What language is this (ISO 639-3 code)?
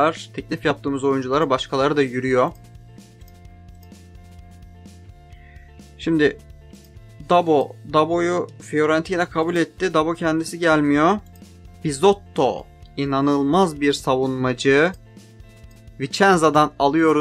tur